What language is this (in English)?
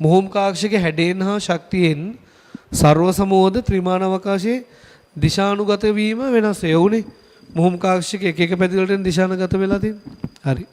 Sinhala